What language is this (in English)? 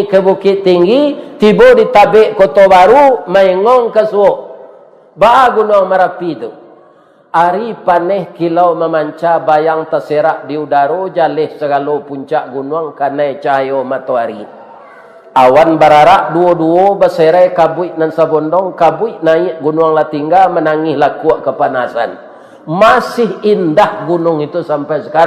Minangkabau